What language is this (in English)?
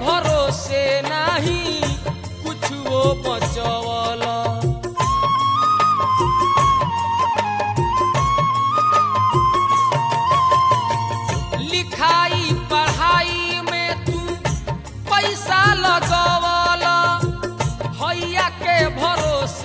Bhojpuri